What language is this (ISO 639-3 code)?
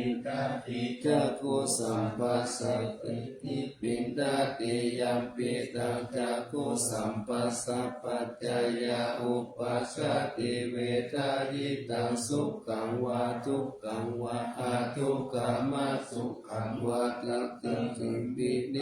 pli